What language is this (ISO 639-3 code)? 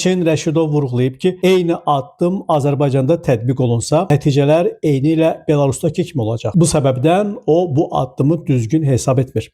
aze